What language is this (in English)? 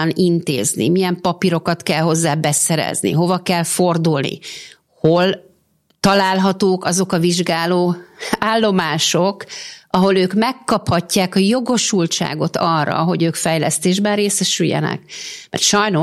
Hungarian